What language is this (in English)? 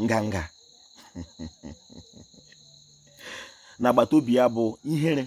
Igbo